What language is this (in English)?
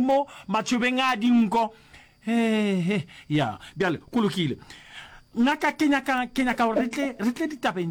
Northern Sotho